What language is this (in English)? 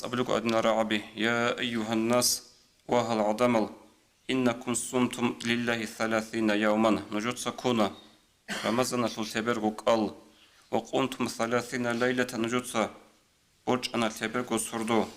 Avaric